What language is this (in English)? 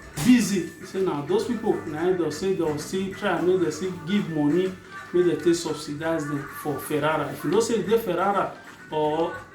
Nigerian Pidgin